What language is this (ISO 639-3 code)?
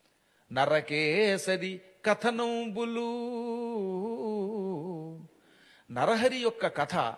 tel